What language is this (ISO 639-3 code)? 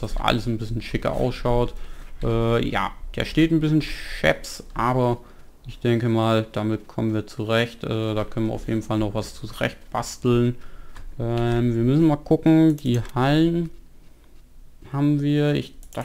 deu